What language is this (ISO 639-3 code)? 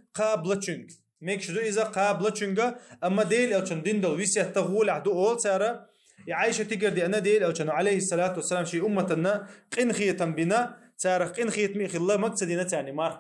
che